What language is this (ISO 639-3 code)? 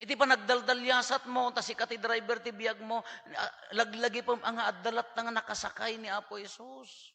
ilo